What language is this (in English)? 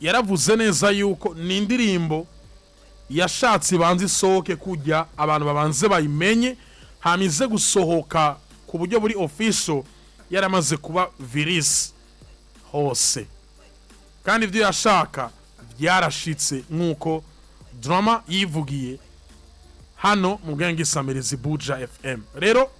Rundi